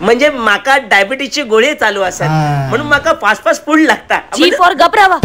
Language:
Konkani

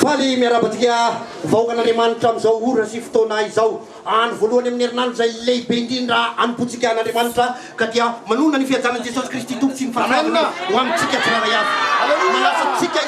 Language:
Malagasy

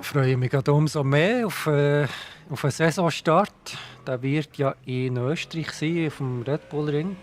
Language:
Swiss German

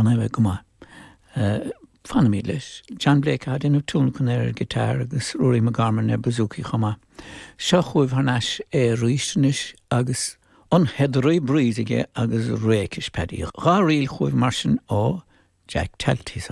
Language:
Irish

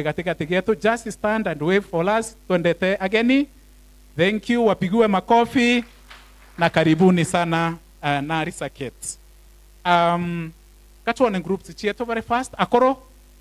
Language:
Meru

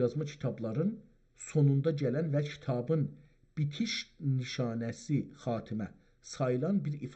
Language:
South Azerbaijani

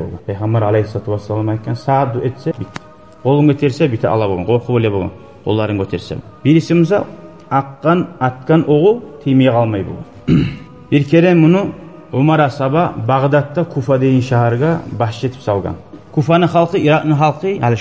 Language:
Kumyk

